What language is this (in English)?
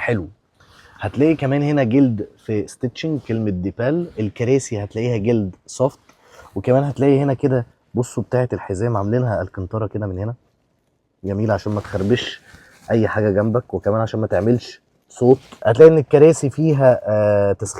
Egyptian Arabic